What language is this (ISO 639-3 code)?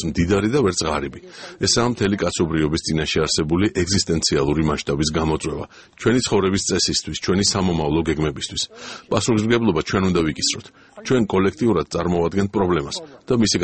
kat